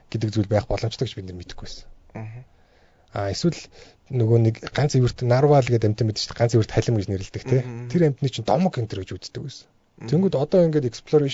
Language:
Mongolian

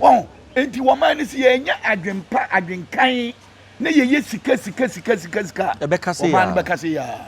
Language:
Akan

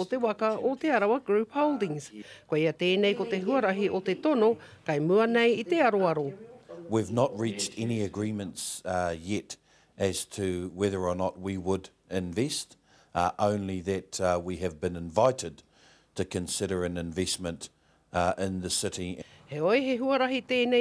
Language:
Māori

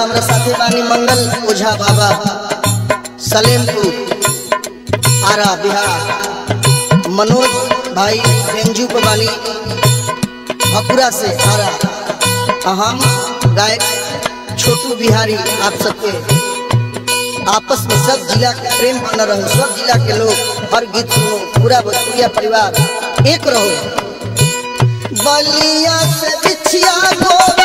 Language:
Bhojpuri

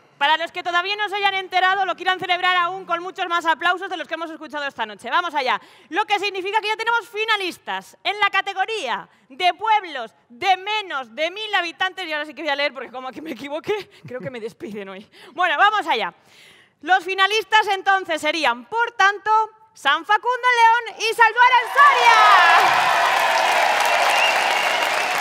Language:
Spanish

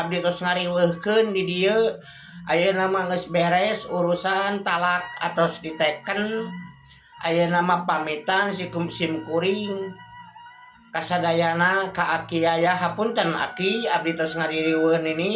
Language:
Sundanese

